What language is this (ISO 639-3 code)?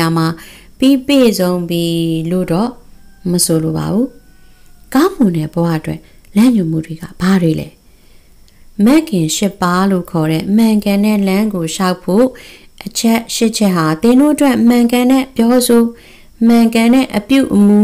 mya